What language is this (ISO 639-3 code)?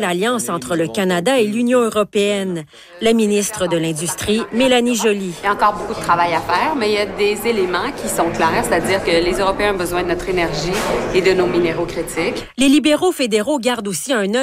fra